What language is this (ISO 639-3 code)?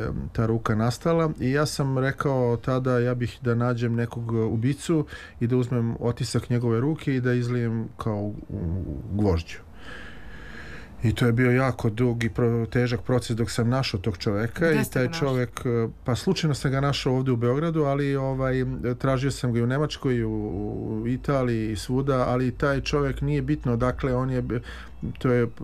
srp